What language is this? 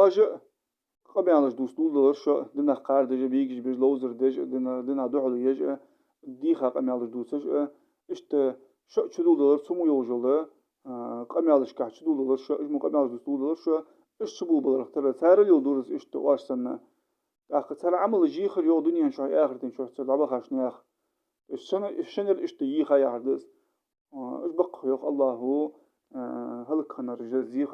Ingush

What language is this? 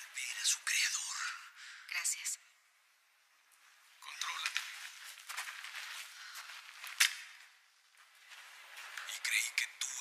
Spanish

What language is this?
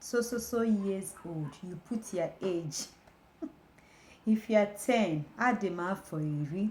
Igbo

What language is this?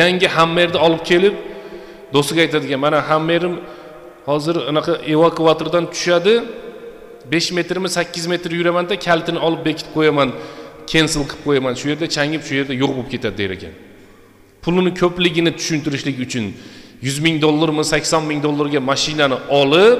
Uzbek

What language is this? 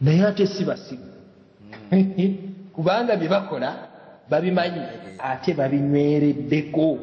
Ganda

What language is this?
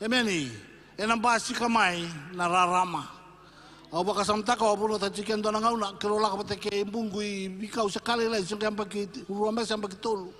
Fijian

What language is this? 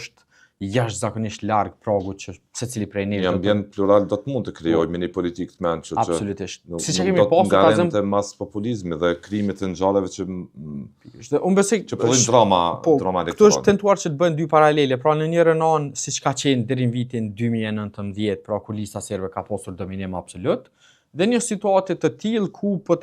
Albanian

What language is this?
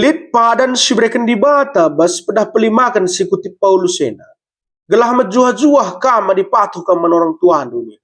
Batak Karo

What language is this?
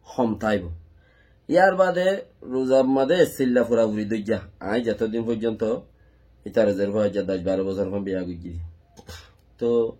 Rohingya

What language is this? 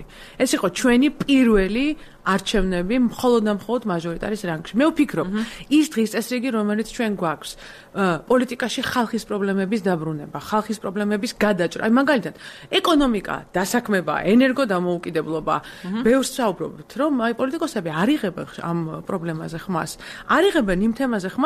Georgian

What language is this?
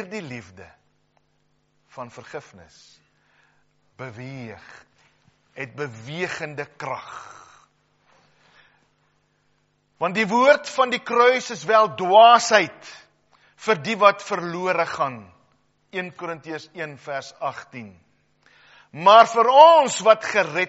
Afrikaans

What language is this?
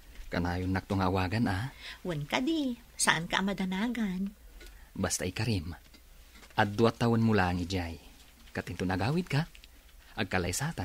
Iloko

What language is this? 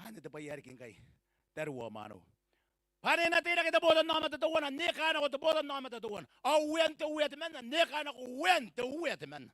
Gilbertese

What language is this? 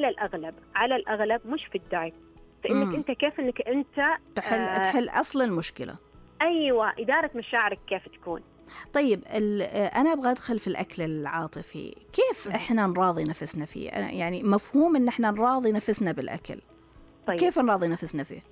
Najdi Arabic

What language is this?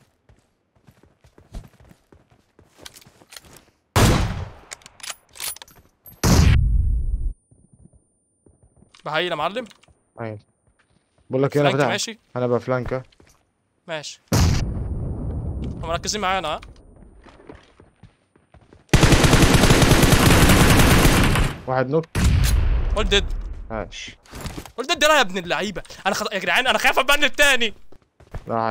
Egyptian Arabic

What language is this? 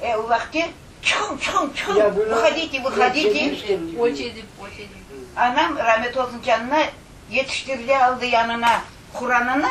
Crimean Tatar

